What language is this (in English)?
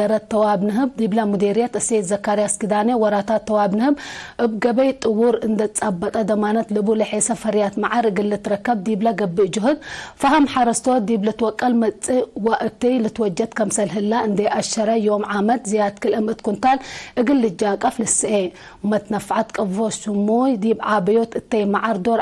Tigre